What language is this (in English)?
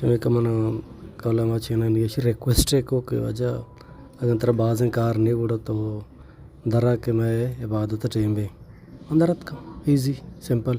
Baluchi